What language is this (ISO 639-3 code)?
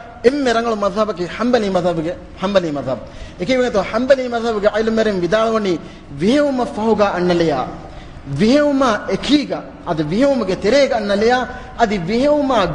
div